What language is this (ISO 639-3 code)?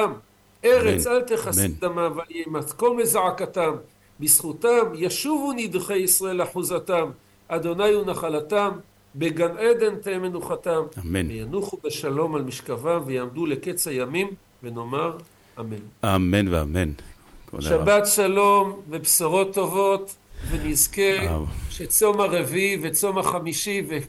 heb